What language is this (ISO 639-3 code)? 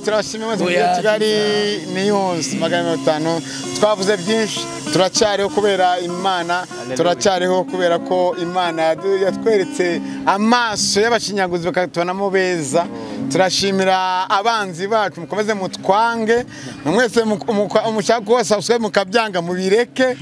kin